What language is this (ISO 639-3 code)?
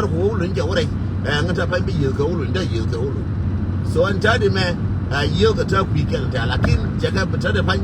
nus